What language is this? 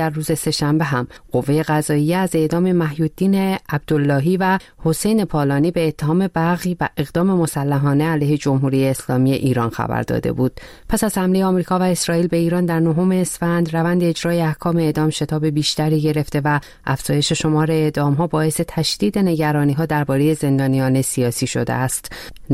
Persian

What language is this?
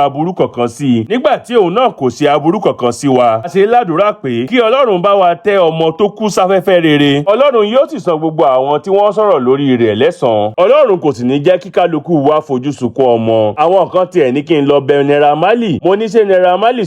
Yoruba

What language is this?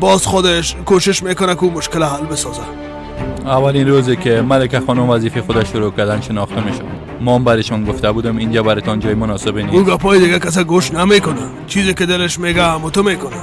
Persian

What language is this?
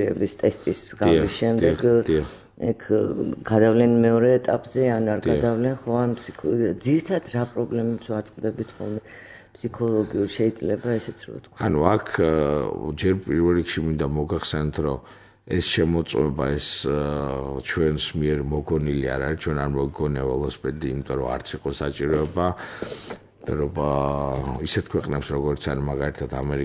Georgian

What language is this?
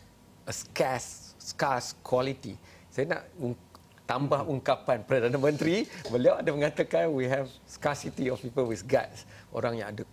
Malay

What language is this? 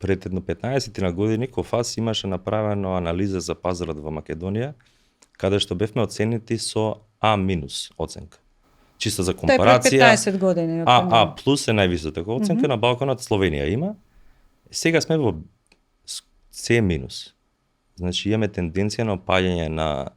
Macedonian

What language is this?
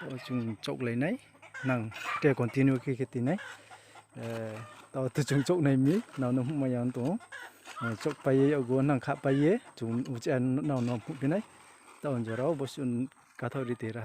Riang (India)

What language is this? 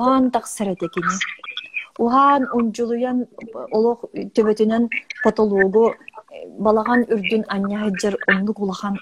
Yakut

